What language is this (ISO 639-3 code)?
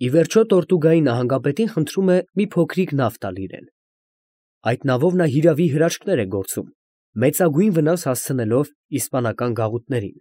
hye